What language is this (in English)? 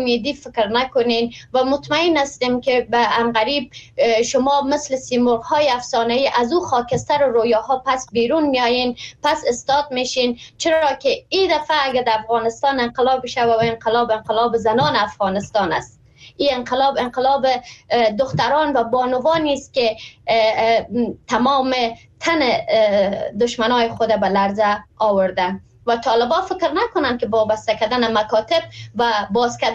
Persian